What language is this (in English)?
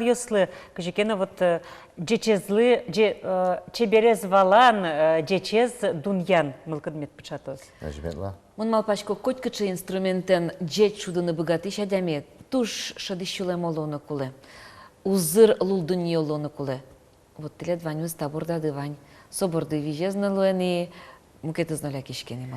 Udmurt